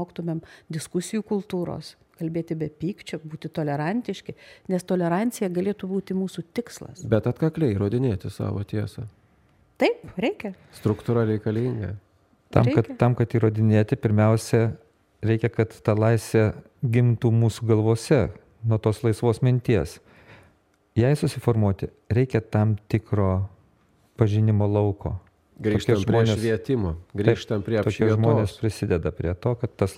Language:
Lithuanian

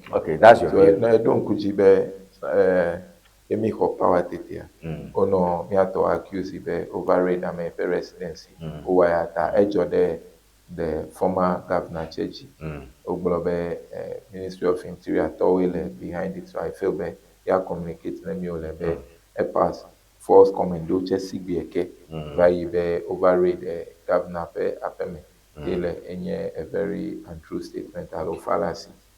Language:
Ewe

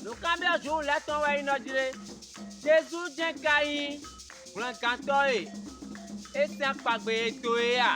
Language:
Fon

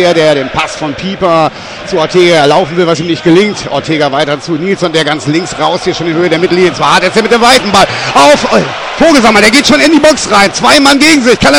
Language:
German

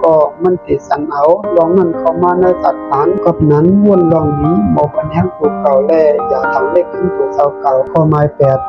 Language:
Shan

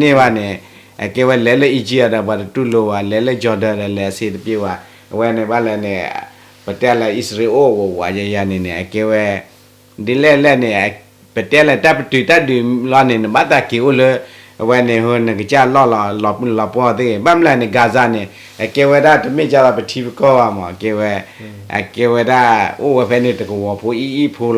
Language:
S'gaw Karen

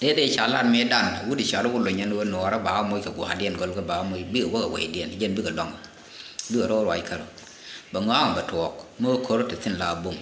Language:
Nuer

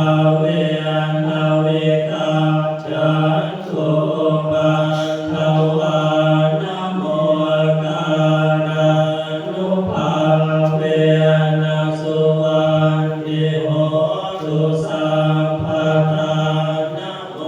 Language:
Pali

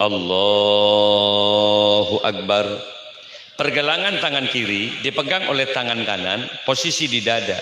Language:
Madurese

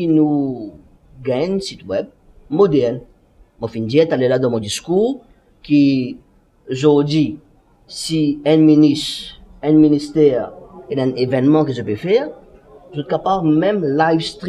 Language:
Morisyen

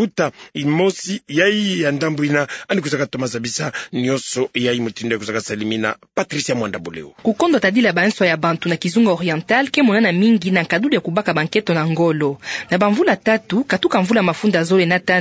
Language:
Kituba (Democratic Republic of Congo)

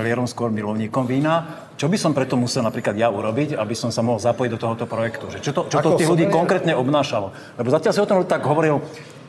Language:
Slovak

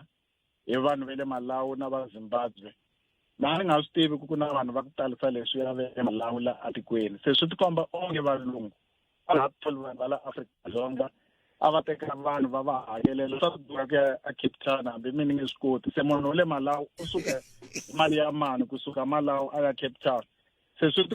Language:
Tsonga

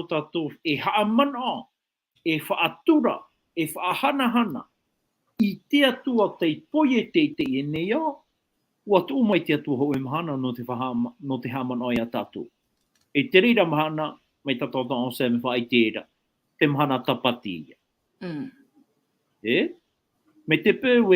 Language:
Tahitian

